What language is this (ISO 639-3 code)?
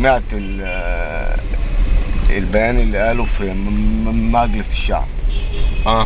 arz